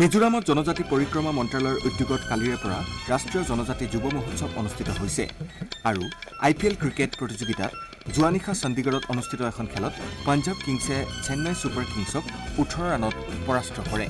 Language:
Assamese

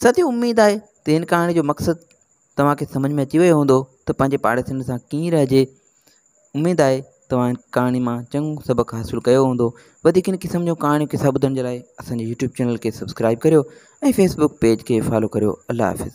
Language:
Sindhi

